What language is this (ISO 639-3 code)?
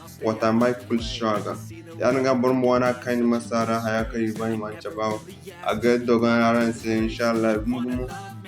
dje